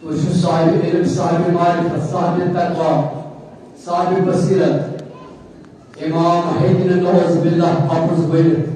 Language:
Kashmiri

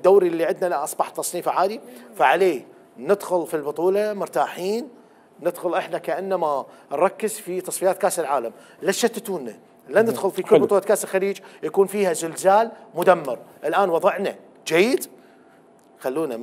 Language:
Mesopotamian Arabic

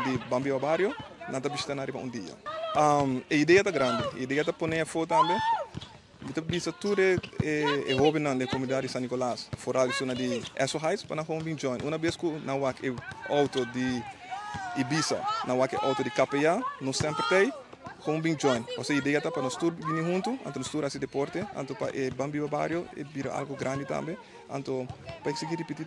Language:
Papiamento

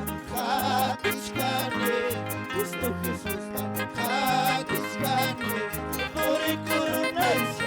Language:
Ayacucho Quechua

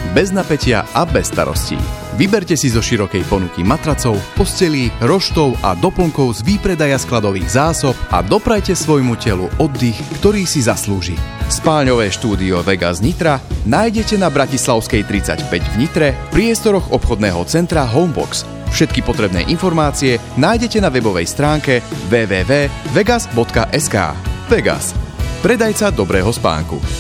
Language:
Slovak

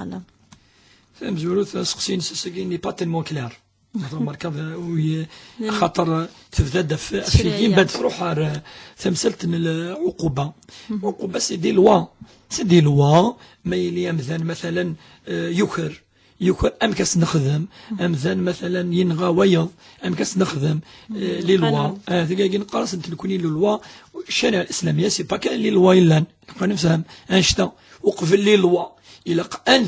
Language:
Kabyle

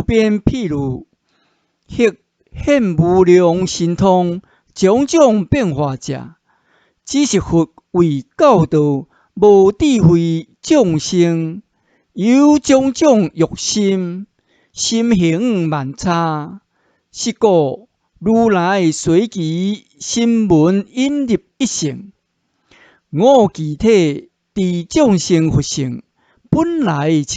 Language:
Min Nan Chinese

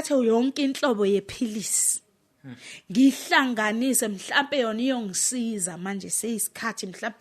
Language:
Zulu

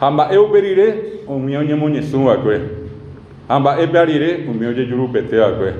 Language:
Guarani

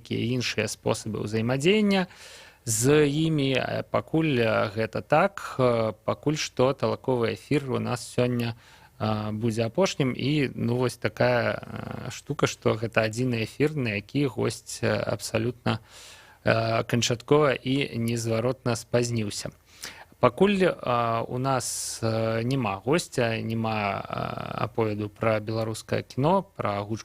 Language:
Belarusian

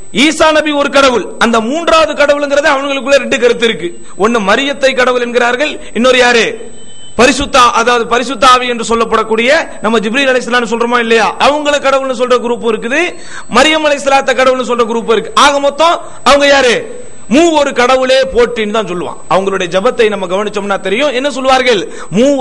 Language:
Tamil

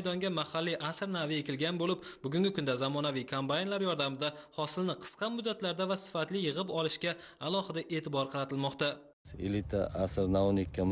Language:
Uzbek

